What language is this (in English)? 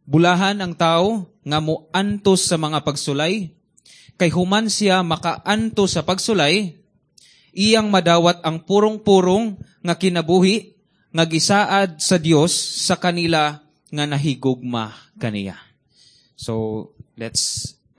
Cebuano